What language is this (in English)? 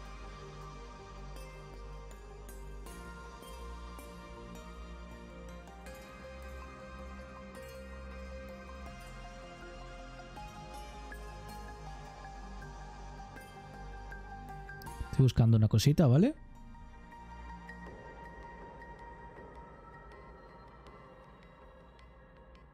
Spanish